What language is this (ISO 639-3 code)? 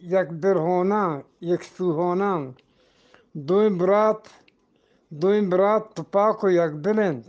bgp